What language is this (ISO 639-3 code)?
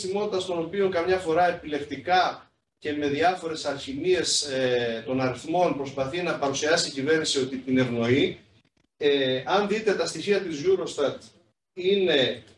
ell